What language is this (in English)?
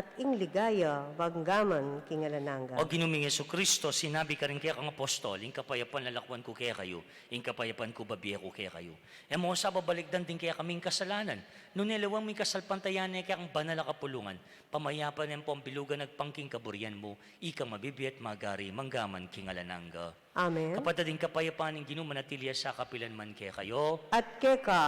Pampanga